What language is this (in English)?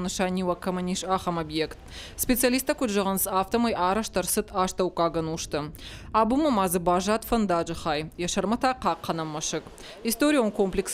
Ossetic